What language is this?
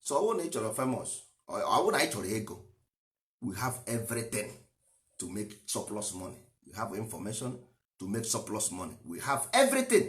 Igbo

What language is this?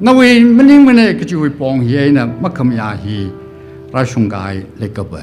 Tangkhul Naga (India)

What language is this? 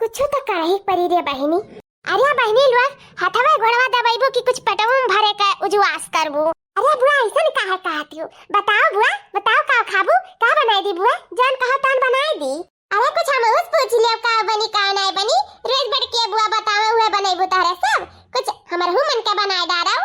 Awadhi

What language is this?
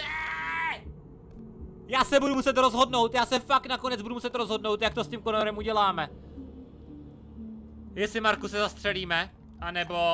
Czech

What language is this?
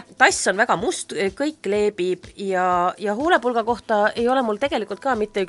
Estonian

